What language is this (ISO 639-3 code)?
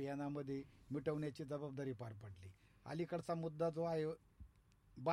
mar